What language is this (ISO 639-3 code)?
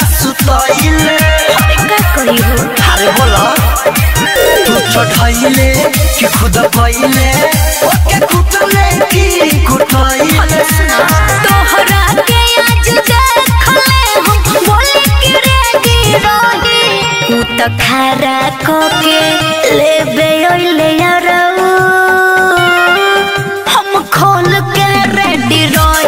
bho